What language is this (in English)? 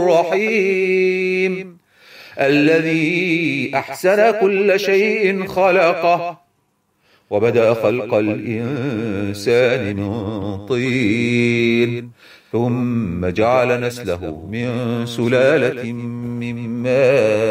Arabic